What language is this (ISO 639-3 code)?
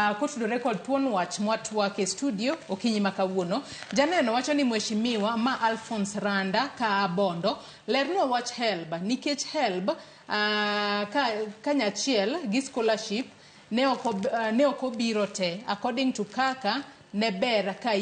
luo